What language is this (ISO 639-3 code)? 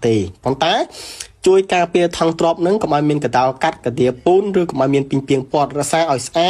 khm